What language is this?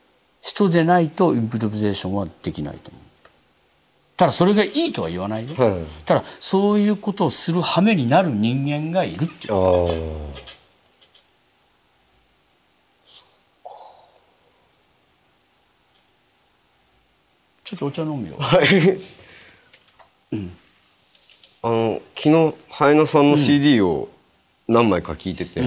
Japanese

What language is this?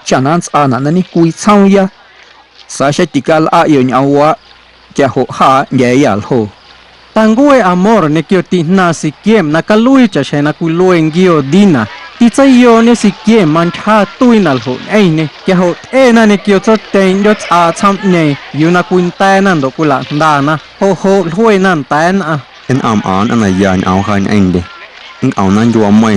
Guerrero Amuzgo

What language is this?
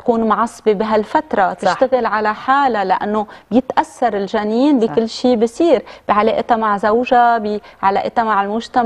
North Levantine Arabic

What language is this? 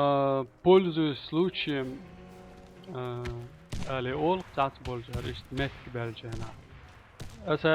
Chechen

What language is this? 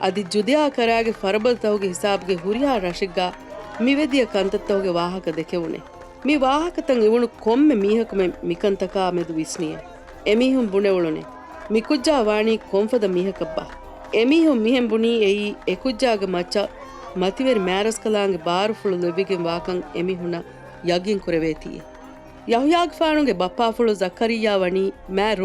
Divehi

